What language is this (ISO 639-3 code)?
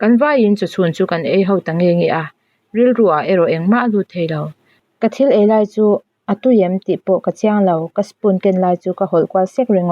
lus